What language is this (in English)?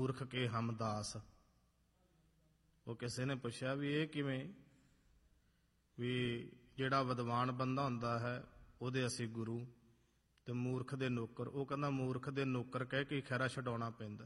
Punjabi